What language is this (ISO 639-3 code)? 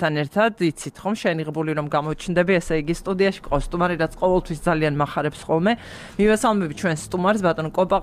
kat